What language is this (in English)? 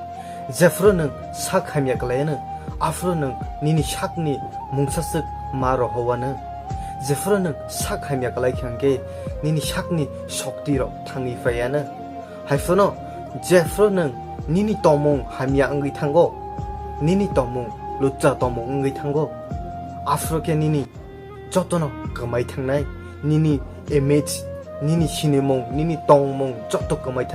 Kok Borok